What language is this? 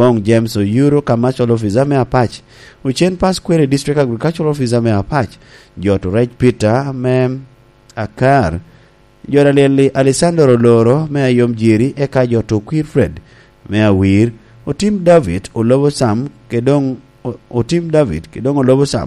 Lango (Uganda)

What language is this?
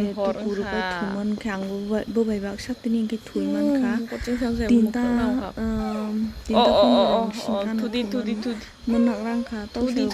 Kok Borok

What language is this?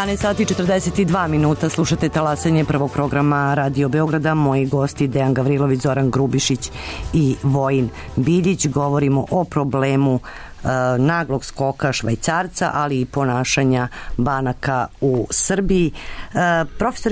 Serbian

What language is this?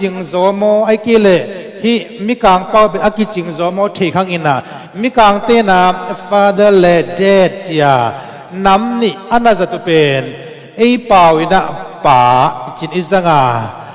Tedim Chin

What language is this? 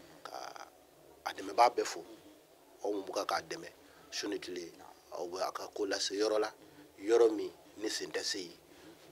Bambara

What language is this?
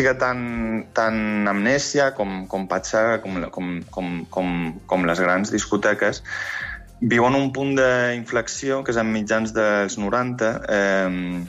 Catalan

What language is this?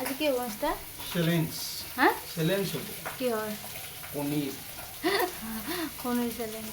Assamese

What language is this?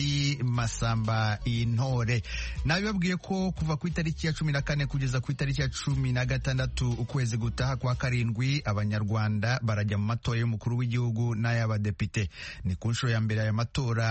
Kinyarwanda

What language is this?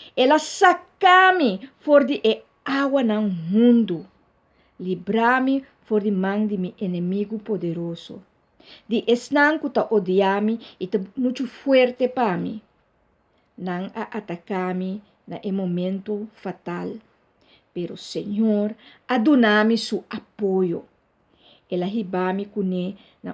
Papiamento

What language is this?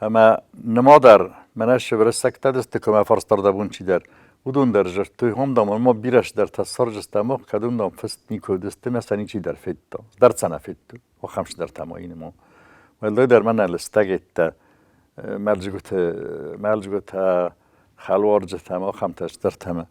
Ossetic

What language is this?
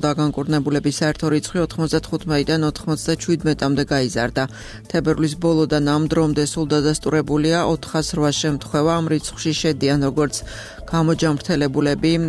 Georgian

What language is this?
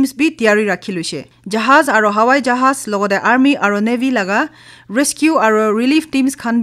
Naga Pidgin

